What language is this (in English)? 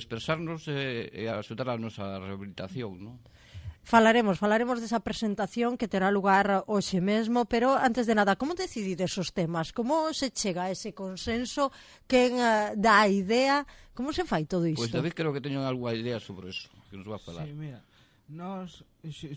Galician